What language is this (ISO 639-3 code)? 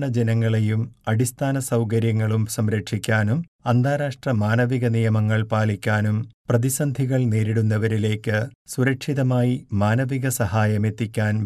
mal